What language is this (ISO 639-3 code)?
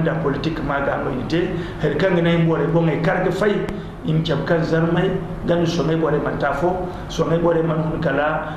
dje